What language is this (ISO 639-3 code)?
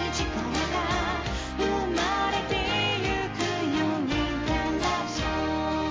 jpn